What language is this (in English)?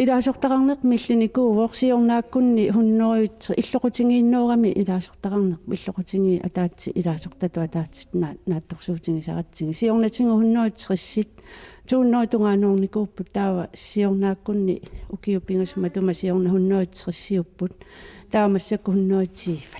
Kalaallisut